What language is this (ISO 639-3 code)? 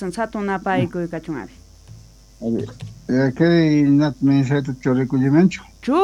que